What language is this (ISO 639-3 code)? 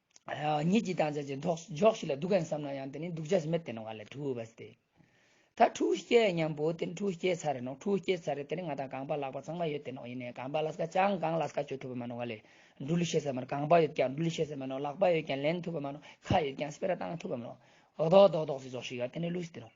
lbj